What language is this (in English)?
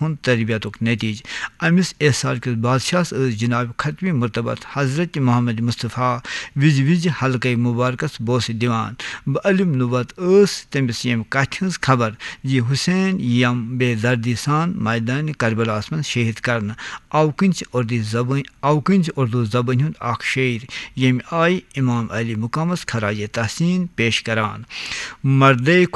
Kashmiri